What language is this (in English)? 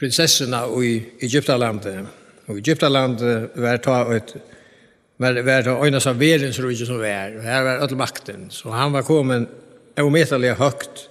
Faroese